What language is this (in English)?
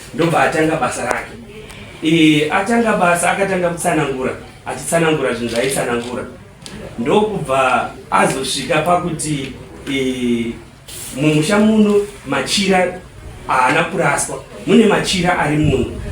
Shona